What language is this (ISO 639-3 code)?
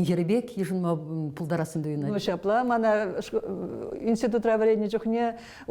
chv